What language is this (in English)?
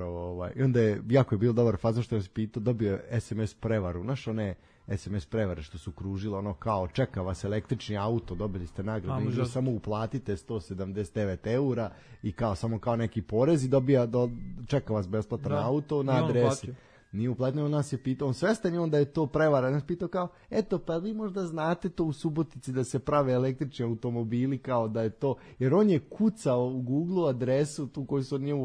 Serbian